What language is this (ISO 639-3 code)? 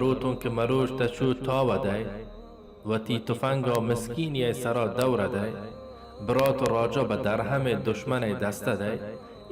bal